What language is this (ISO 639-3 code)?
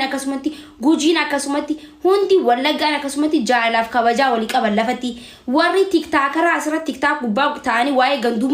orm